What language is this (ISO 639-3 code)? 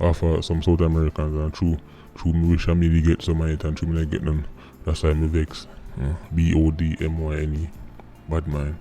jam